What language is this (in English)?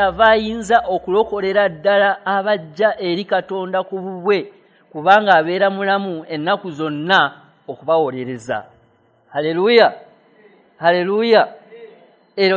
Ganda